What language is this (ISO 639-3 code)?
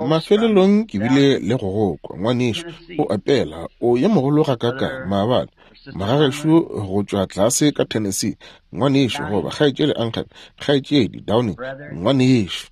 nso